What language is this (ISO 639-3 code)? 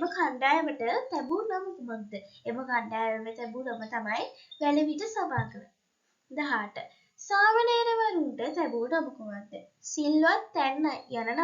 sin